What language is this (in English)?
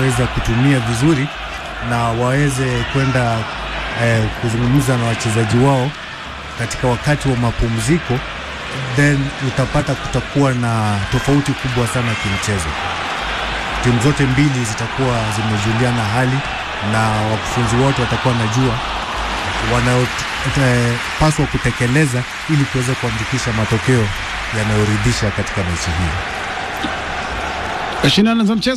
Swahili